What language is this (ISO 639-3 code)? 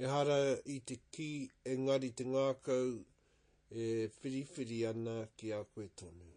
mri